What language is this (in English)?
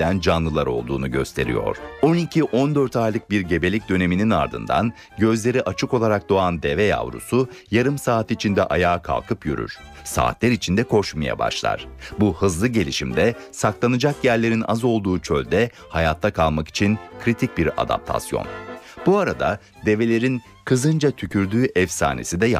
Turkish